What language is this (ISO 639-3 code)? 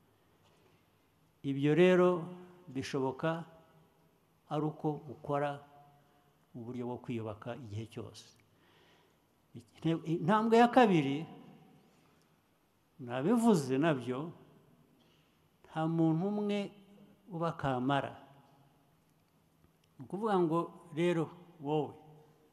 kin